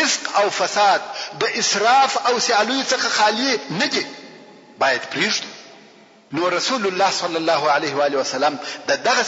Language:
Pashto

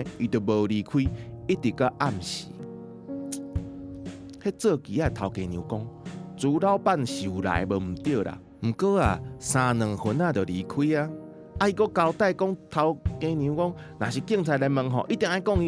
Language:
Min Nan Chinese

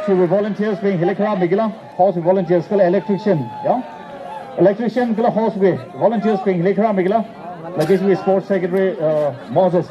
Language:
Tangkhul Naga (India)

